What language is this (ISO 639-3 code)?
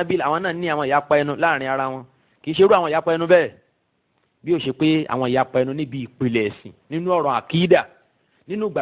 yor